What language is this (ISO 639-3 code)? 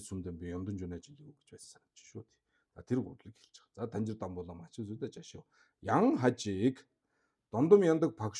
mon